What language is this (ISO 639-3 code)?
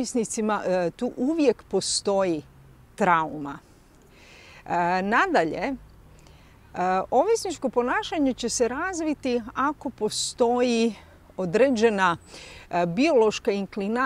hrv